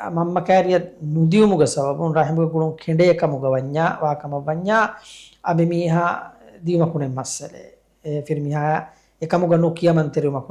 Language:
Divehi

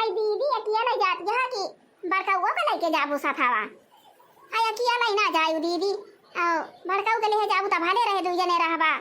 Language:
Awadhi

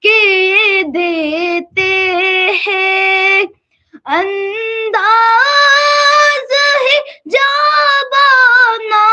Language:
Kashmiri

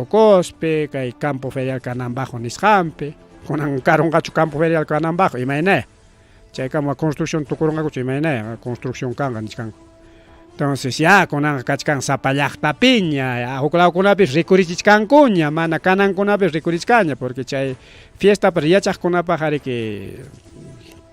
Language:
Ayacucho Quechua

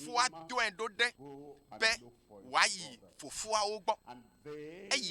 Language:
Ewe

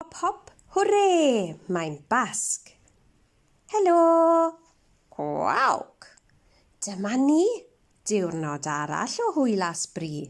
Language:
Welsh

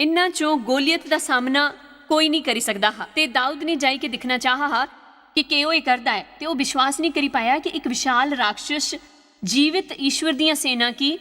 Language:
Dogri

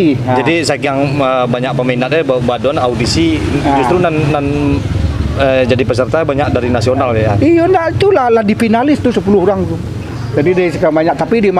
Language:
Minangkabau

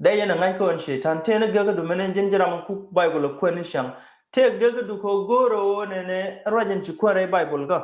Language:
Nuer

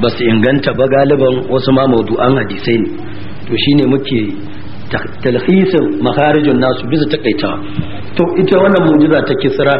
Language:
Hausa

